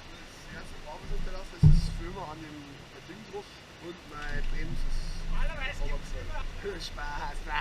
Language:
Bavarian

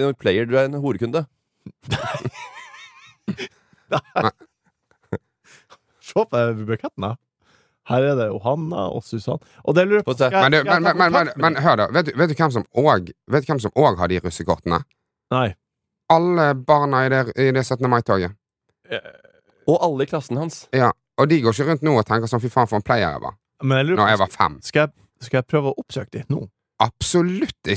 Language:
Norwegian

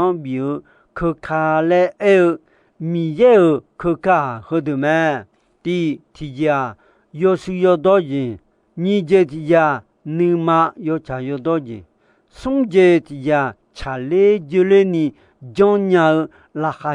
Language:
Akha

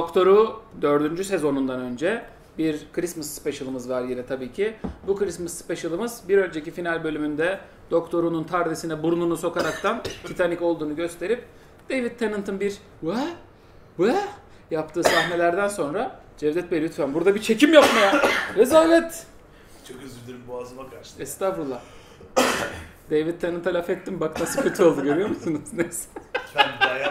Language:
Turkish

